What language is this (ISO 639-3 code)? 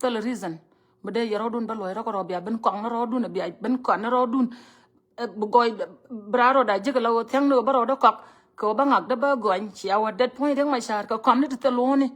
nus